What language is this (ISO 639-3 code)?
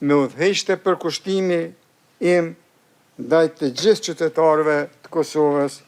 sqi